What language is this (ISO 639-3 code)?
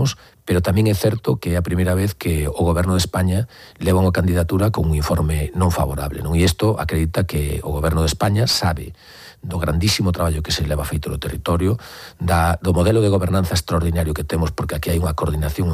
glg